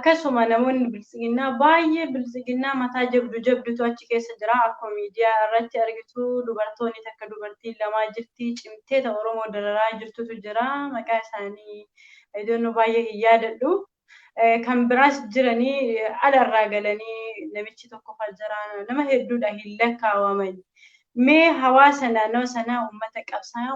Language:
Oromo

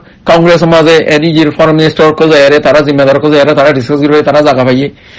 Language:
Rohingya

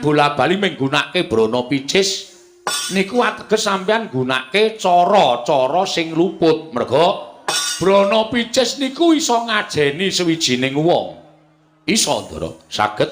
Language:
Javanese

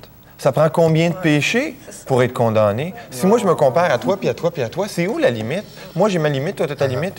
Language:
French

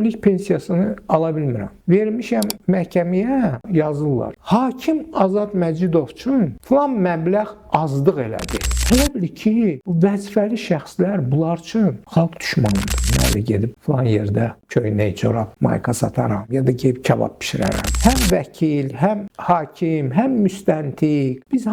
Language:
Azerbaijani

